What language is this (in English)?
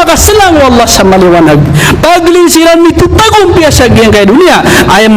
Maranao